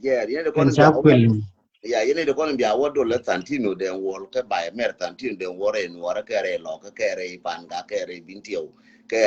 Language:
Nuer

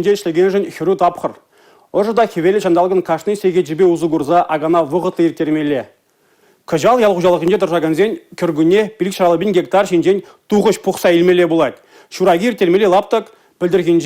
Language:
Chuvash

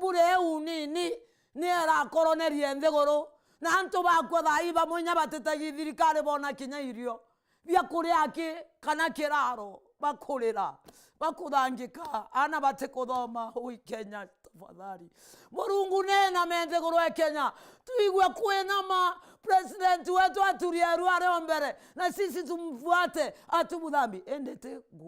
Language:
Meru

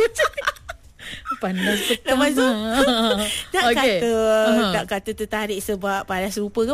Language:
Malay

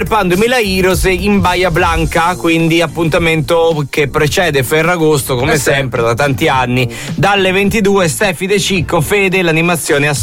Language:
Italian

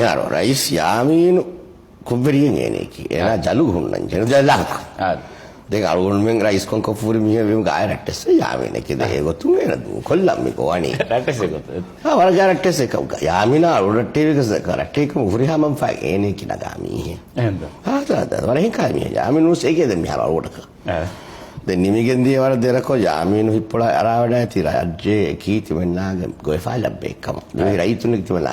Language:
Divehi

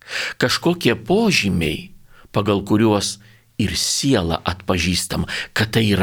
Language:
Lithuanian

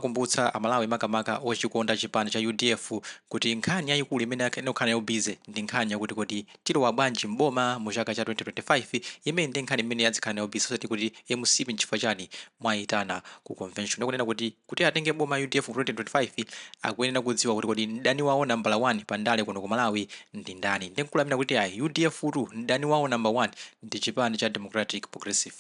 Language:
Nyanja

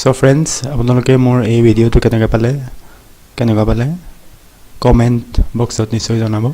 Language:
Assamese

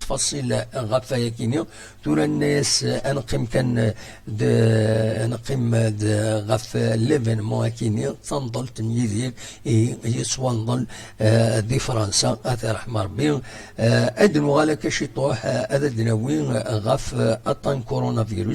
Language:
Kabyle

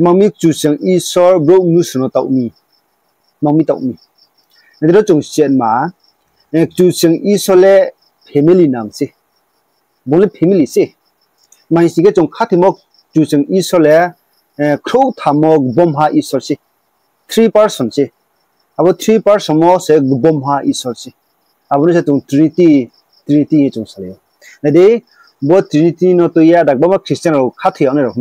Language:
Riang (India)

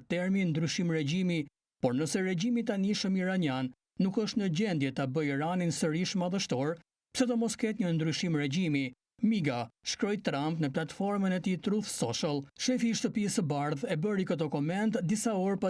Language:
Albanian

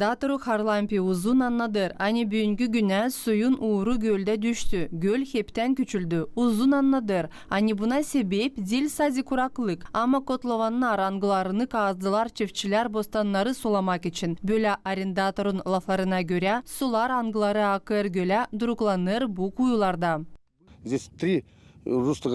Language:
Gagauz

